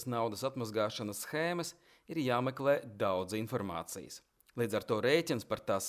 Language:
Latvian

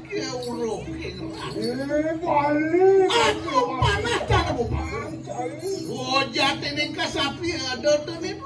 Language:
Balinese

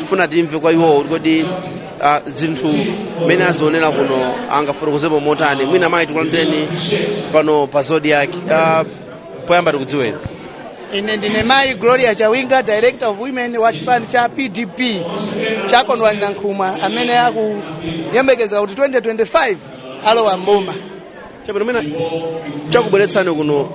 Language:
Nyanja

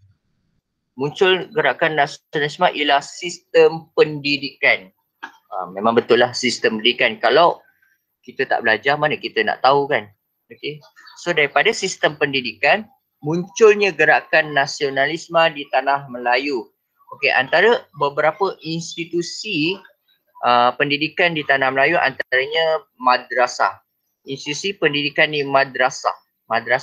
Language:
Malay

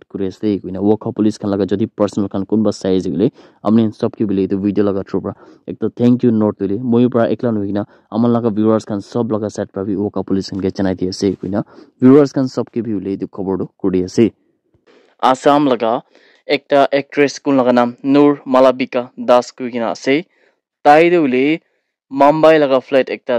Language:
Naga Pidgin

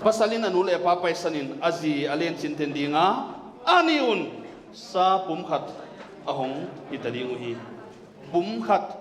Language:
Paite Chin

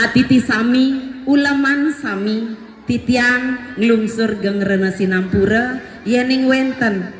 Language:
Balinese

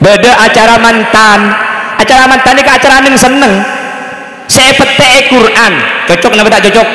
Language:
Madurese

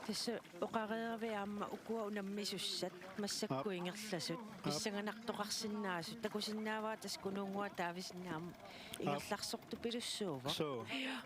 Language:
Kalaallisut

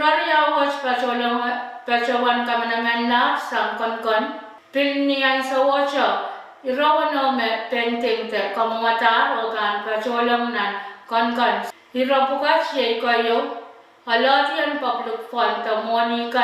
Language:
Pohnpeian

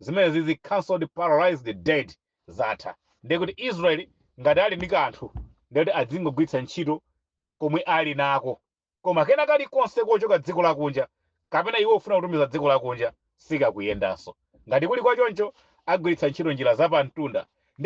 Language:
Nyanja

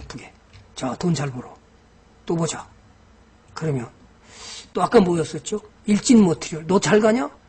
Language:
Korean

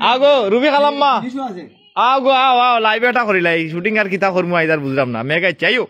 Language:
Sylheti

